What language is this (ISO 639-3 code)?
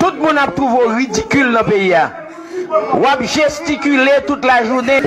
hat